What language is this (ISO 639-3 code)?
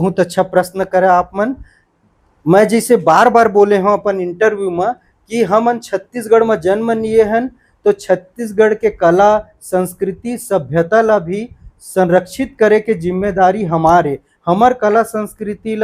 hne